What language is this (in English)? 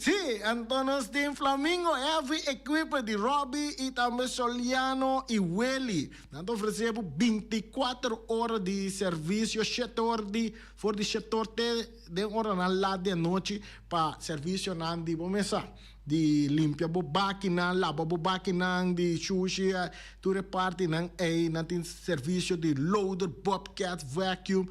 Papiamento